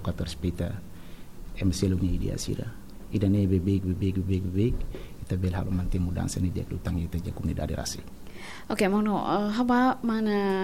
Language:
Tetum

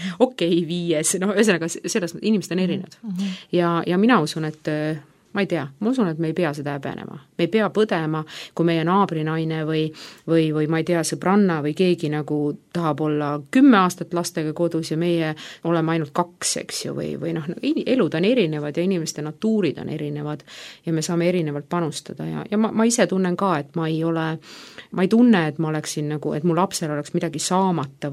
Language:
Estonian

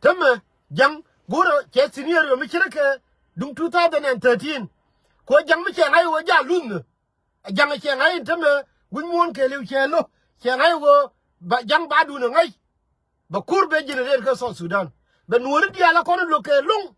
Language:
Nuer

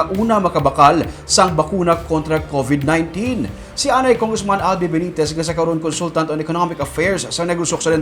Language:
Hiligaynon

